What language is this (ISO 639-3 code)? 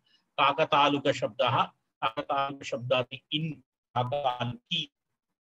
san